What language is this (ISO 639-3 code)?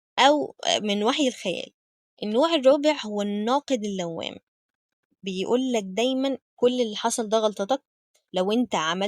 arz